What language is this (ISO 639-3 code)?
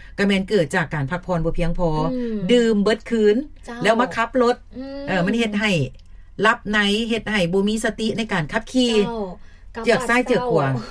lao